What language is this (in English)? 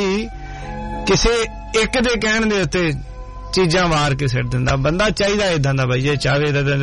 Punjabi